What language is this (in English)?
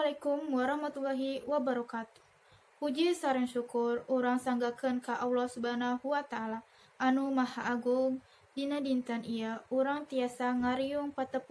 Sundanese